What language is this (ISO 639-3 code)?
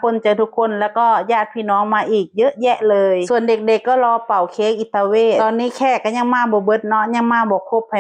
tts